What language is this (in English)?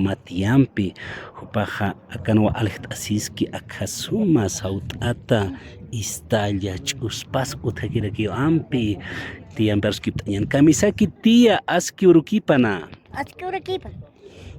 Aymara